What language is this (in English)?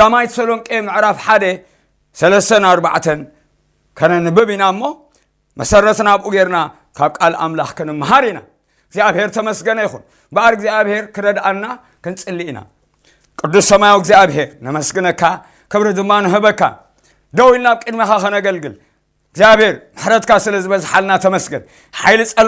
Tigrinya